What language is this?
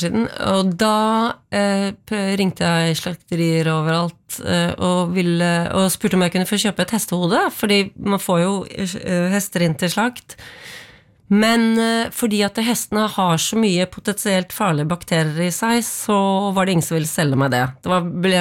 Norwegian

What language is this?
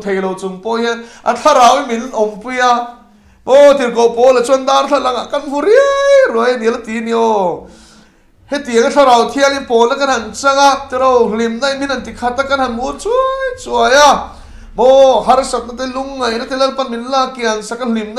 Mizo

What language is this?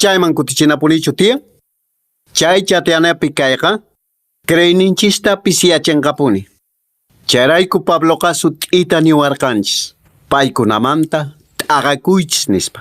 Quechua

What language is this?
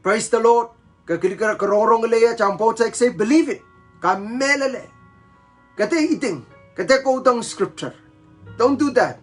Pohnpeian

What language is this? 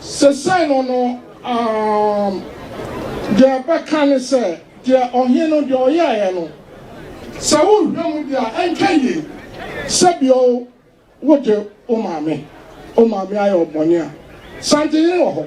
Akan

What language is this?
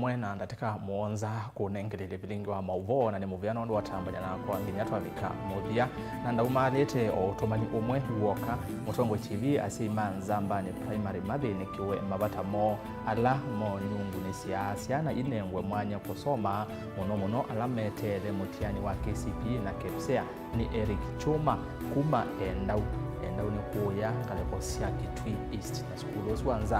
Kamba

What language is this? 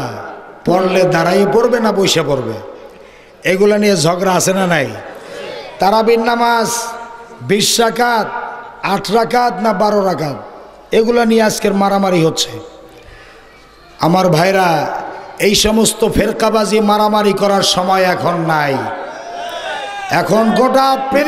Bangla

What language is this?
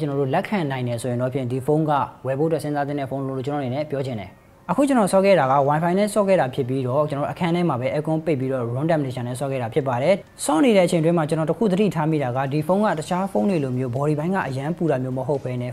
Burmese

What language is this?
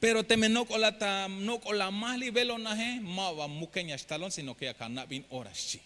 Tzeltal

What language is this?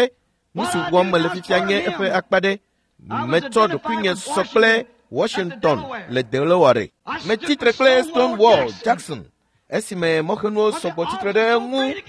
Ewe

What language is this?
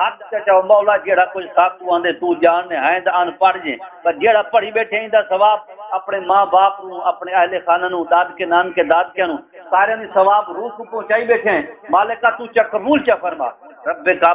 Saraiki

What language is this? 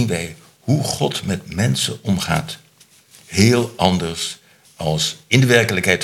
Dutch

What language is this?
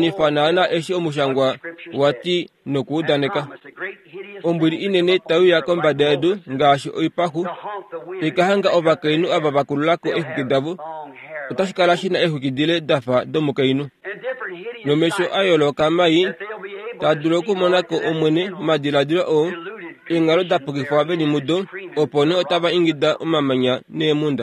Kuanyama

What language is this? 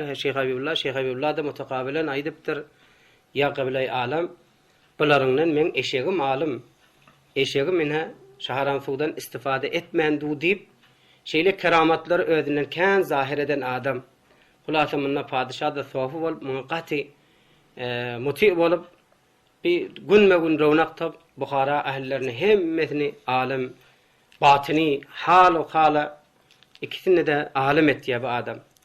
Turkmen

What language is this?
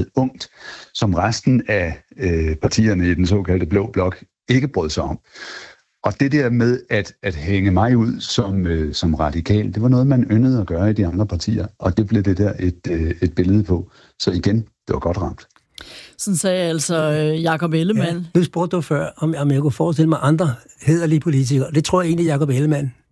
Danish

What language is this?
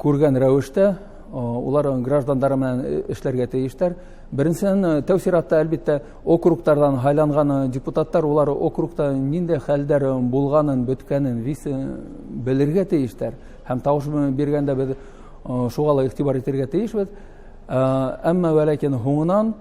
Bashkir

